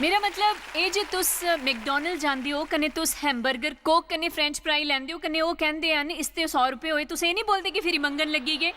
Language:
Dogri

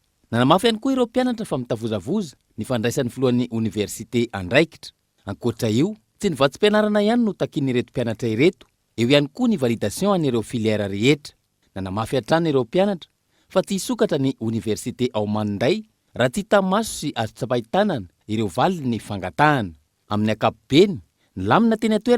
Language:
Malagasy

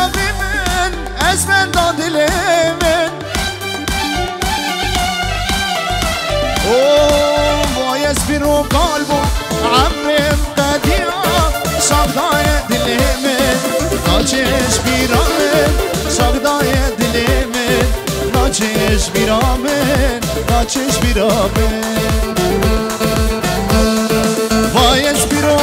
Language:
Kurdish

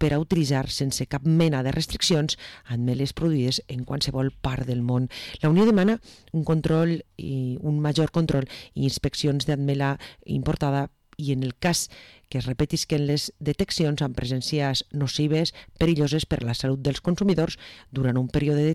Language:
Catalan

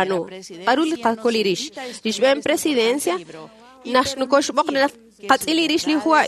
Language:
Kekchí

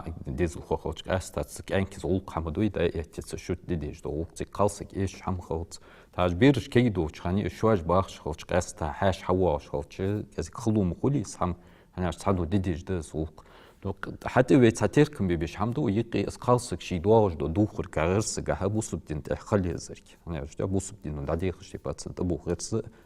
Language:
Ingush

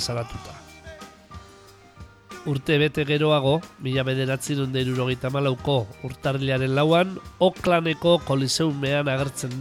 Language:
Basque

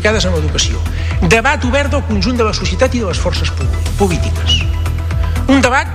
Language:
Catalan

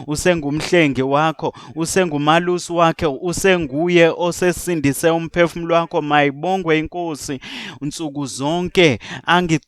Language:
Zulu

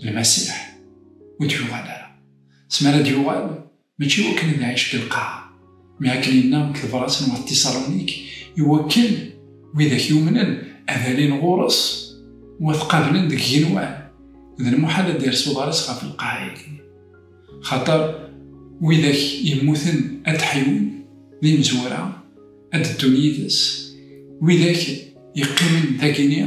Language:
Kabyle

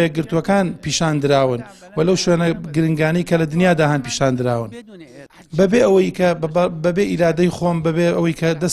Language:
Central Kurdish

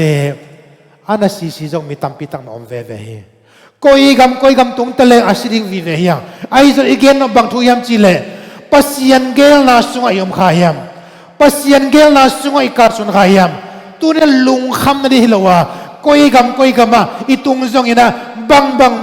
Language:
Tedim Chin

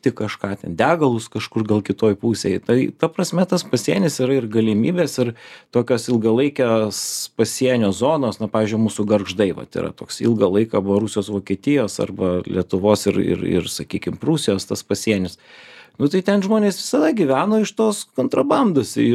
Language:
Lithuanian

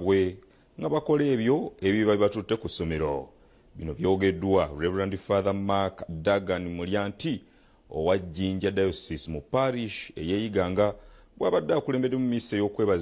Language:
Ganda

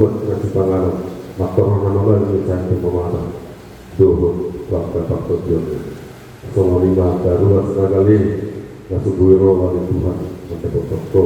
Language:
Batak Toba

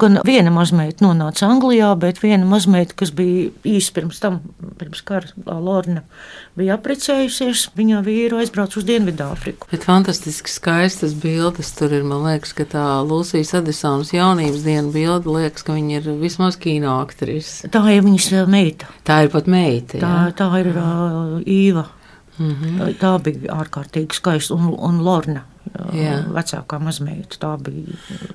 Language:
Latvian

